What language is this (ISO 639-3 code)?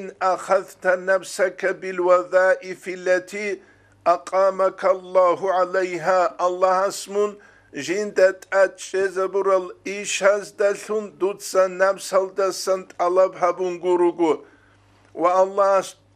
ava